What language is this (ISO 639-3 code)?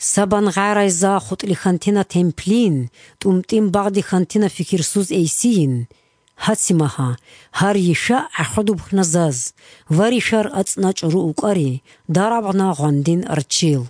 ava